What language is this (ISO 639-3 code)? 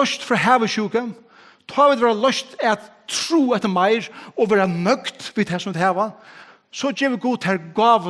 fao